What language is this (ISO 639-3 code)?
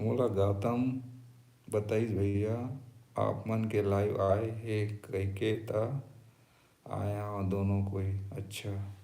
hne